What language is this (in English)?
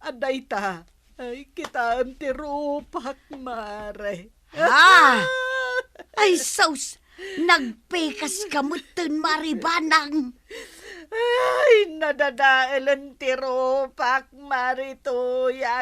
Iloko